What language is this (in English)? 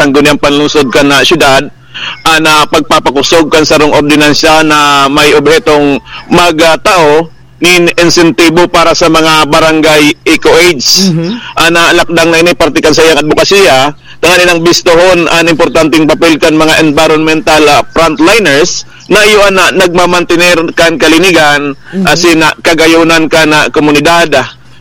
Bikol